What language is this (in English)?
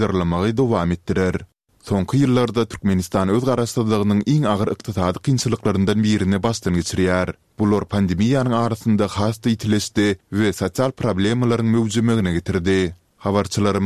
Turkmen